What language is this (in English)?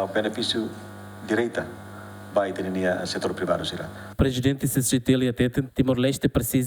Tetum